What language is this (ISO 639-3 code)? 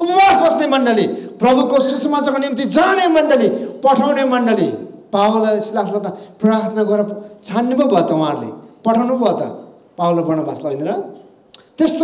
nep